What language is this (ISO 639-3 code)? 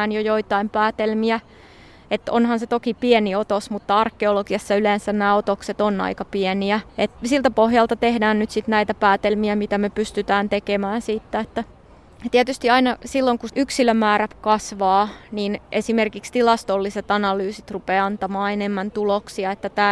fin